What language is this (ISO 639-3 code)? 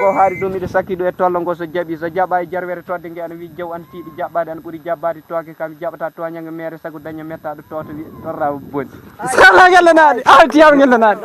ful